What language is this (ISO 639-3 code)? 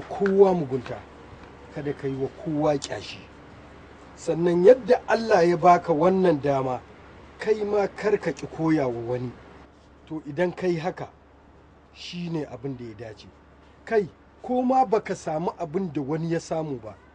hau